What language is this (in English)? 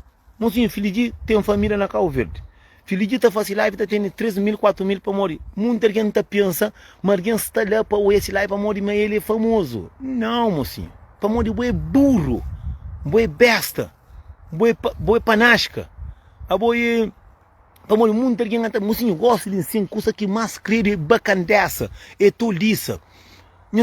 Kabuverdianu